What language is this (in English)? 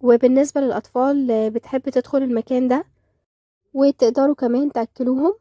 Egyptian Arabic